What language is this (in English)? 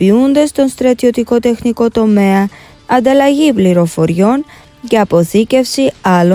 Greek